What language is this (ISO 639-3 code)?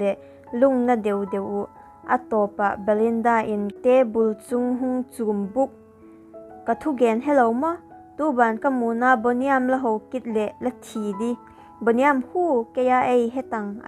vap